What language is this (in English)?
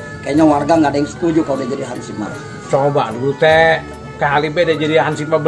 Betawi